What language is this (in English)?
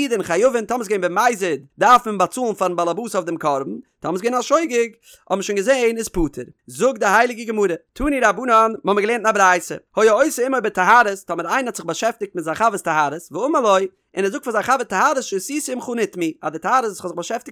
Yiddish